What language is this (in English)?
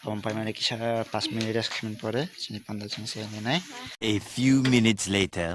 Kok Borok